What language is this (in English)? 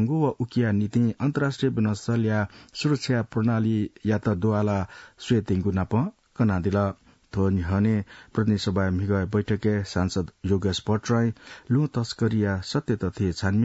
Newari